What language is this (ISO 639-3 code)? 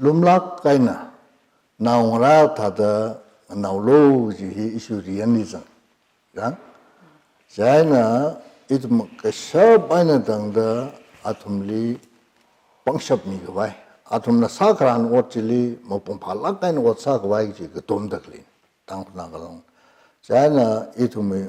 nmf